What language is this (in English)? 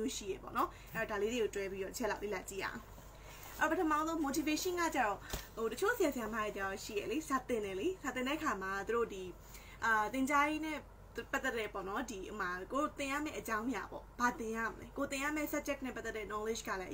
Burmese